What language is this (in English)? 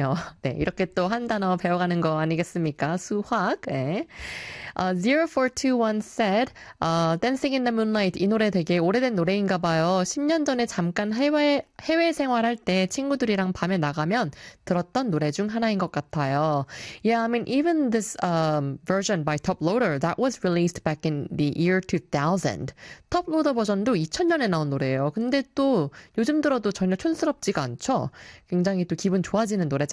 Korean